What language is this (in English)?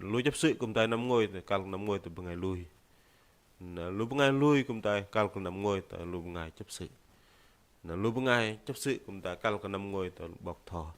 Bahnar